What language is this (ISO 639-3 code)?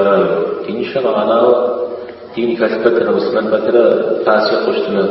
kbd